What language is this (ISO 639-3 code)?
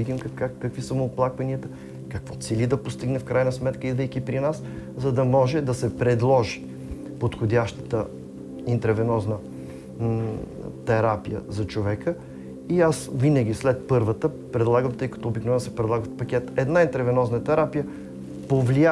bul